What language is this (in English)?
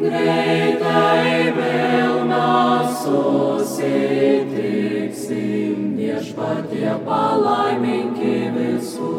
Lithuanian